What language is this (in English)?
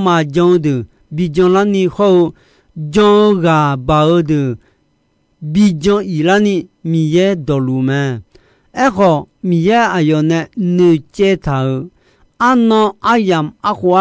Akha